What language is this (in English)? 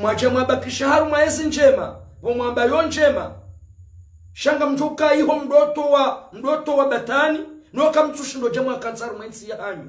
Ngazidja Comorian